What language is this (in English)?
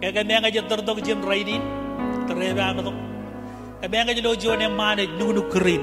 Marshallese